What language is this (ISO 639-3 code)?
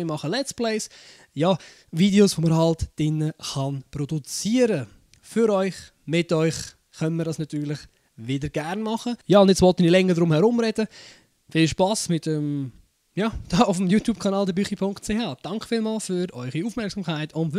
gsw